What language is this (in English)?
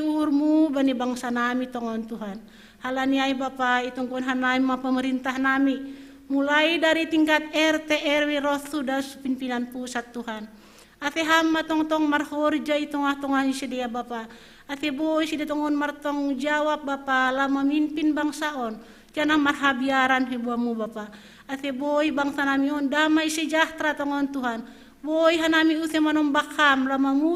Batak Simalungun